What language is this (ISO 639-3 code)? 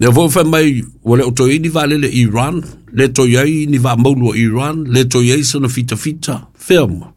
smo